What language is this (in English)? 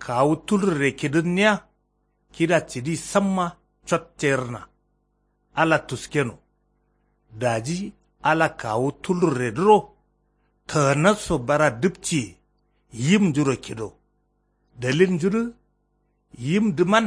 Kanuri